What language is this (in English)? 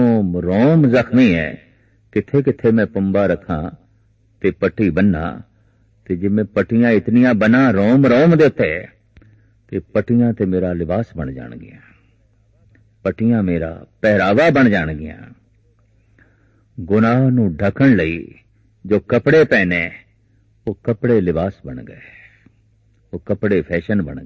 Punjabi